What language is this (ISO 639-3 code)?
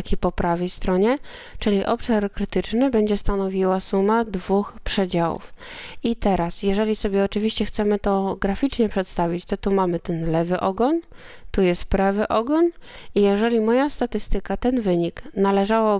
pol